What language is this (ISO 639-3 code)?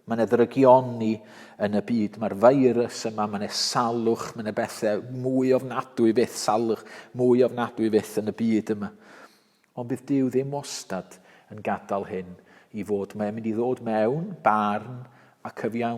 cym